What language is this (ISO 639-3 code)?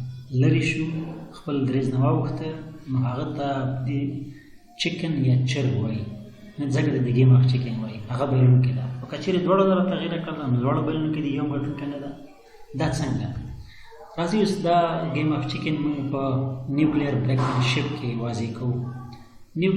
pus